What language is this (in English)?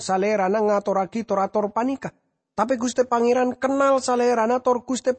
Madurese